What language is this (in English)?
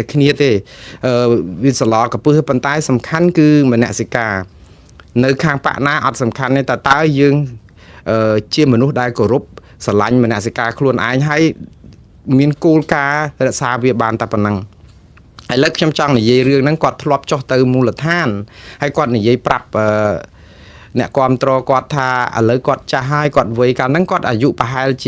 Khmer